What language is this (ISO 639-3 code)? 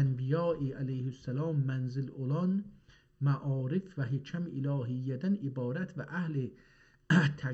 azb